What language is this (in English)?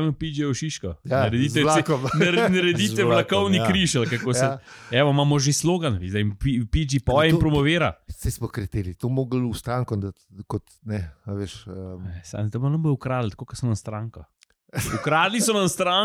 Slovenian